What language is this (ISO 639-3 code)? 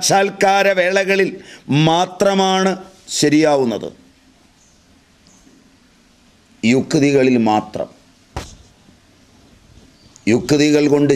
mal